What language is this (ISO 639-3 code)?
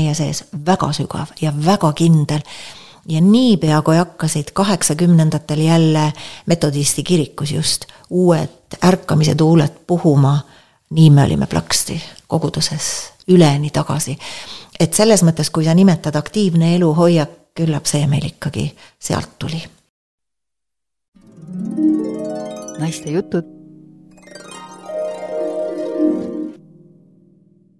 est